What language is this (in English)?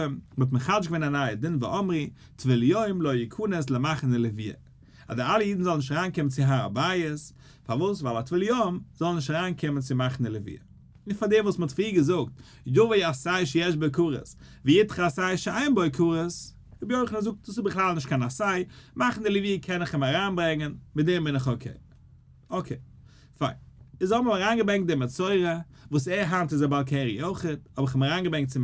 Yiddish